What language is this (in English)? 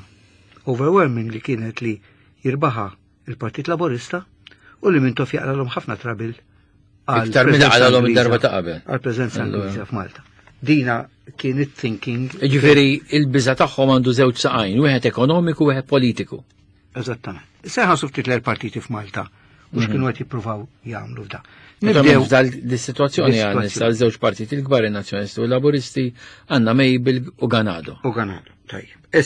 Maltese